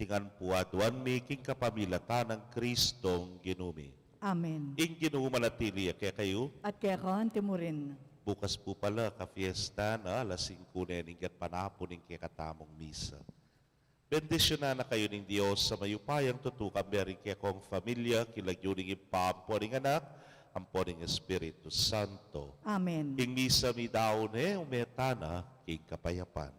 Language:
Pampanga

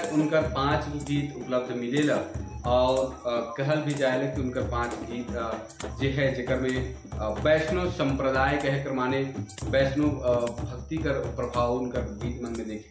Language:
Sadri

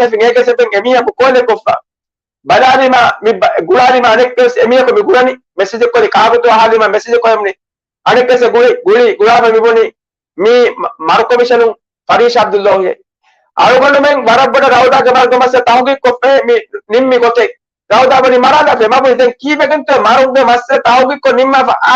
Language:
Divehi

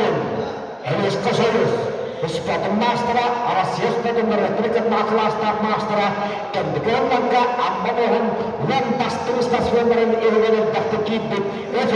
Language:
Yakut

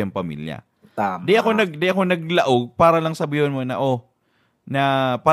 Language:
Bikol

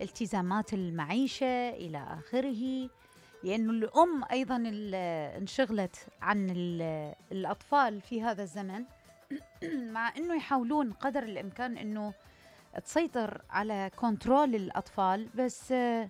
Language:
Mesopotamian Arabic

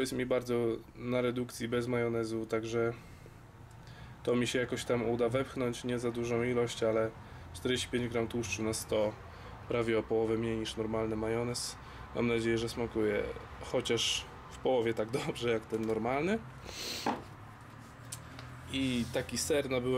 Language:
Polish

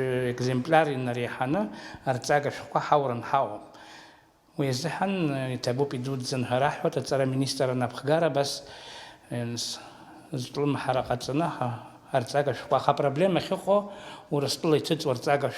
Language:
Abkhazian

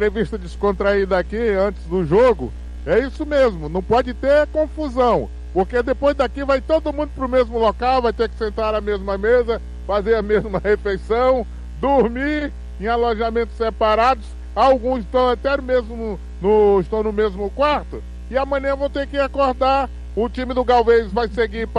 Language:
Portuguese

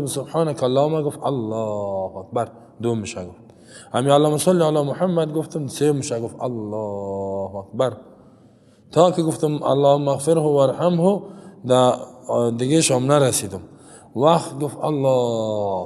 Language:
Persian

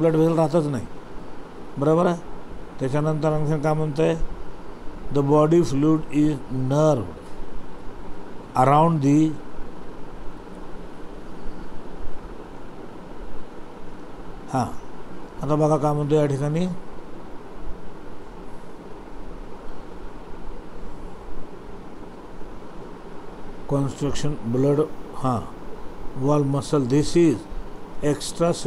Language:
Marathi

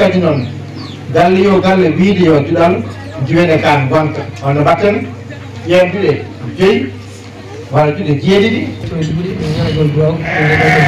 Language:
Fula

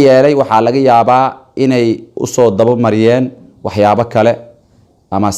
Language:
Somali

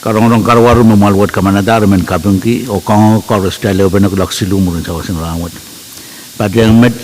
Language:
Pohnpeian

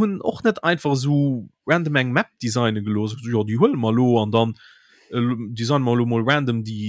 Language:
Luxembourgish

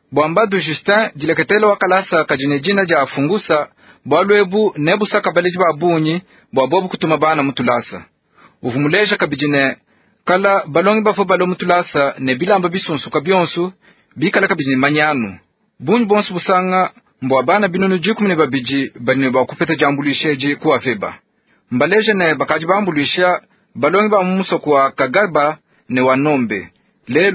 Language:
Luba-Lulua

